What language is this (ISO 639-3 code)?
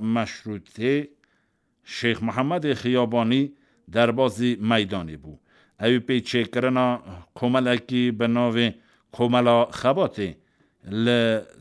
kur